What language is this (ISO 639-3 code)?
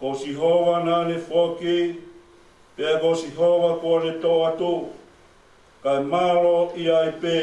ton